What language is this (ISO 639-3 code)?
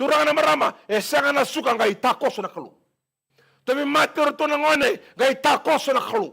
fij